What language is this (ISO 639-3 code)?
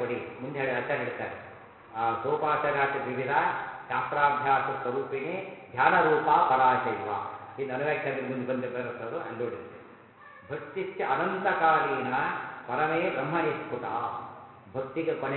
kan